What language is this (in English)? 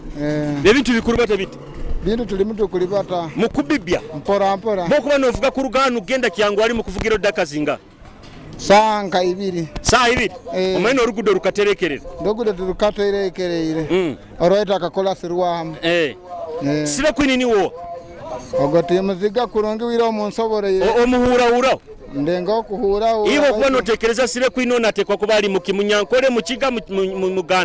Nyoro